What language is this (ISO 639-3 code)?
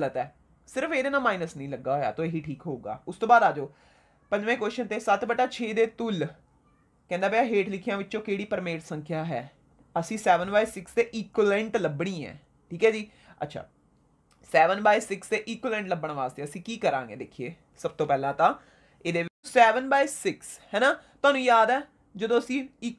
pan